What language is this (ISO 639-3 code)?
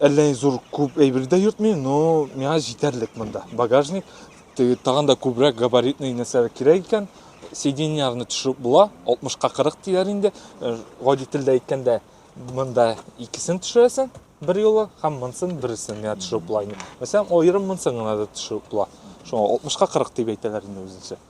tat